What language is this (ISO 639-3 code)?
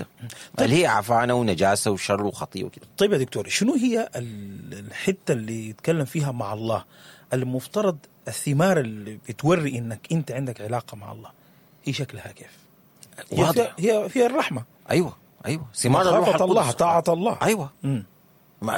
apd